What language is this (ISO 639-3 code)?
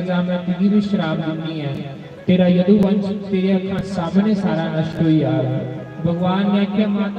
doi